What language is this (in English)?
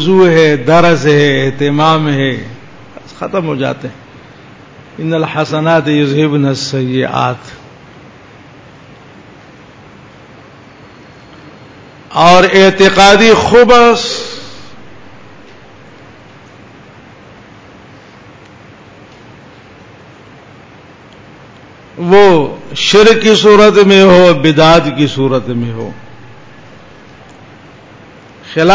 Urdu